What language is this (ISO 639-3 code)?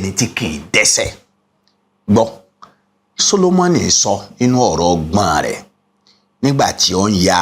yor